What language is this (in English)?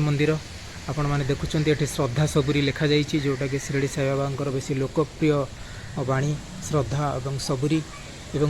Odia